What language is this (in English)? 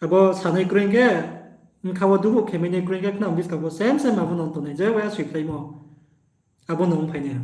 Riang (India)